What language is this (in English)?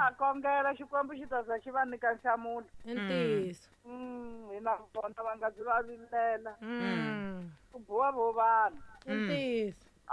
Tsonga